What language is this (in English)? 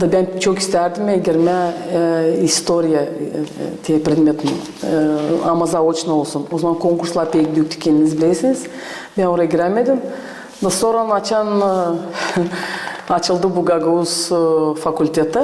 Gagauz